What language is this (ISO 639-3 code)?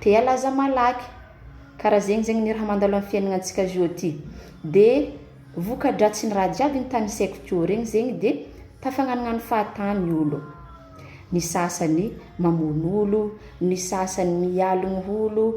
mlg